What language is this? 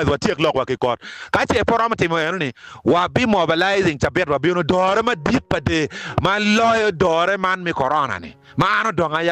Acoli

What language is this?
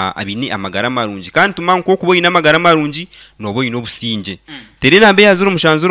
Nyankole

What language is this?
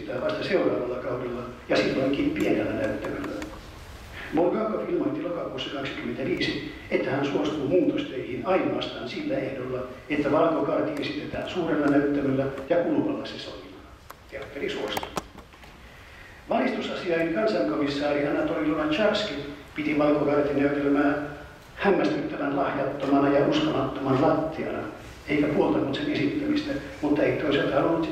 Finnish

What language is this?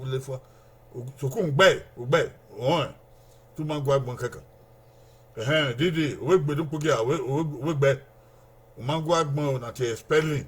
Bini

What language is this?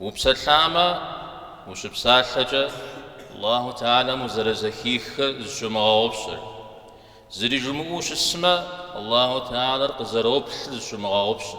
Kabardian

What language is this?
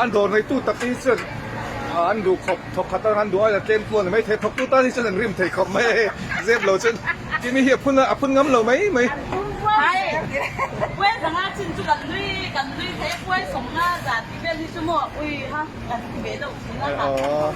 Mizo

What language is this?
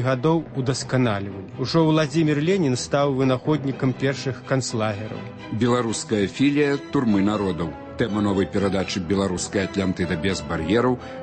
Belarusian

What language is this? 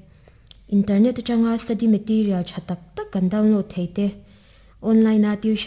Mizo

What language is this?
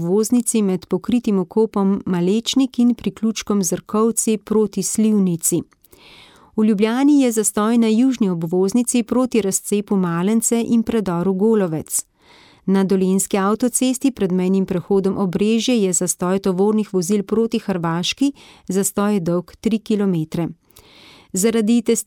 Slovenian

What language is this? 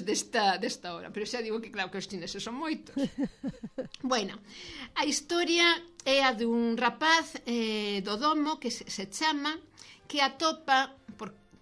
Galician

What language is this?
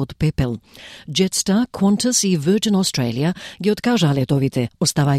Macedonian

